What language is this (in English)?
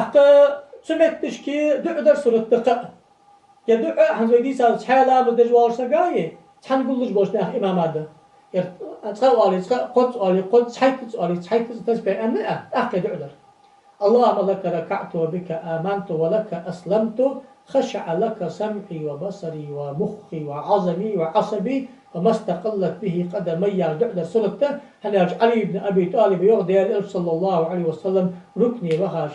Ingush